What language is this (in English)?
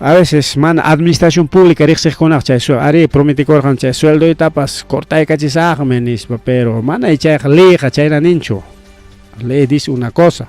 Ayacucho Quechua